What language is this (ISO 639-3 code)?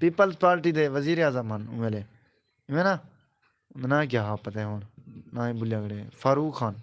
skr